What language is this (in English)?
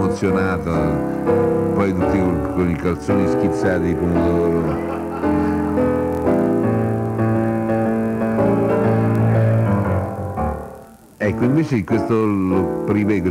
Italian